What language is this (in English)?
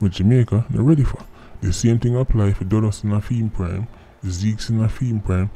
Jamaican Creole English